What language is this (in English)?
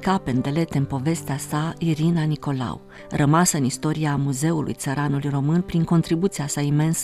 Romanian